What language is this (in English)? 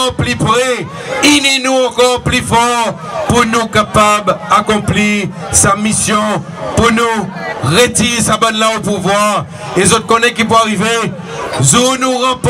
Seselwa Creole French